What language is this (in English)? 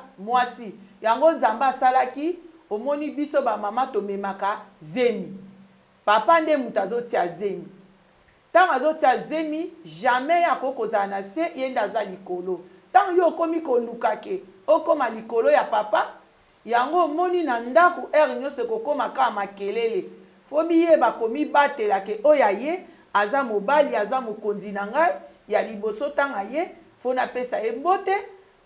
Lingala